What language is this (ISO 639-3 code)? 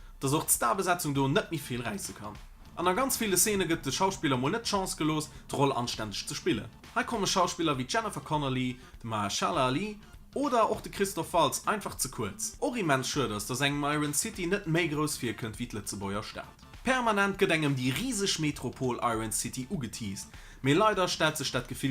ltz